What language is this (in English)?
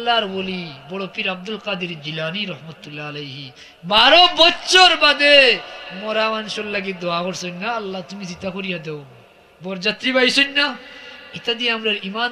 Sylheti